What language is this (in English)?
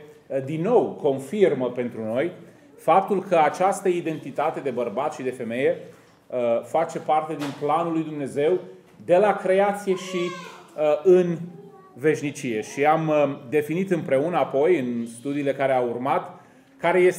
Romanian